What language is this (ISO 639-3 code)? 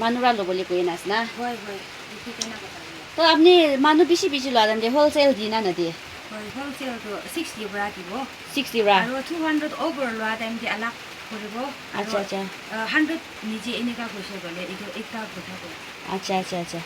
nag